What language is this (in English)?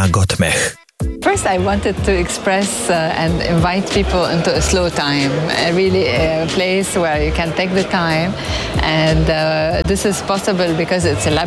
Romanian